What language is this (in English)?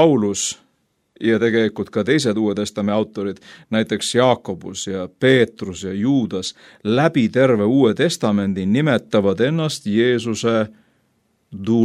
Estonian